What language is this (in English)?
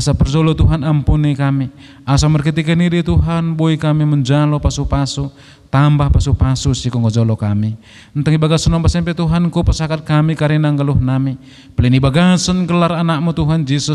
Batak Dairi